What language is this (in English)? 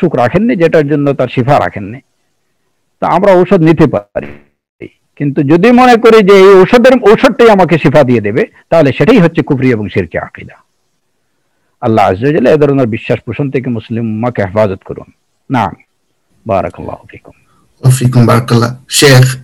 Bangla